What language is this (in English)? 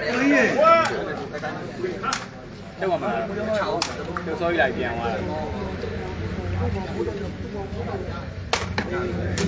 Burmese